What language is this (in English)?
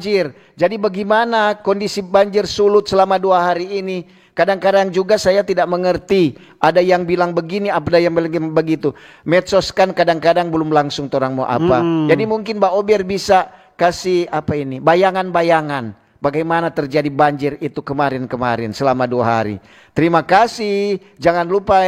Manado Malay